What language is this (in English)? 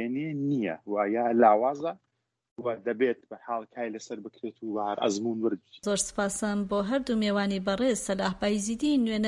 Central Kurdish